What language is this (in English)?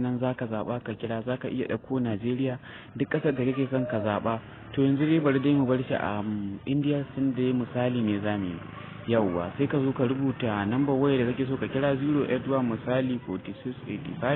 Hausa